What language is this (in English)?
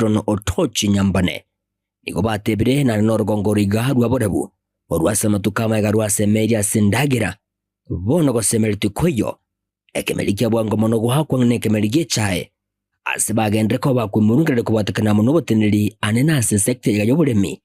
Gusii